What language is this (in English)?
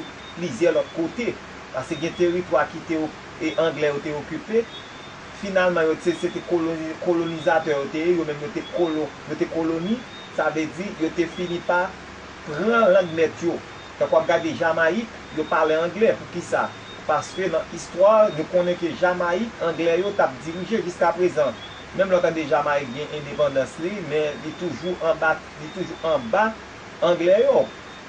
Haitian Creole